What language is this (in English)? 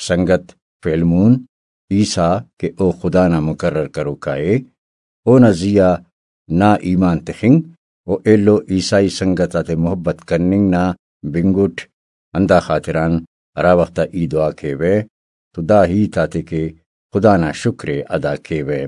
Brahui